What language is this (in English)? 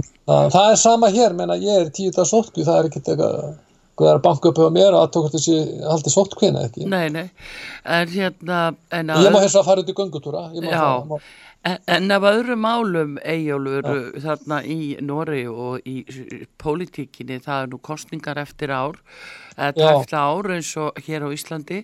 Icelandic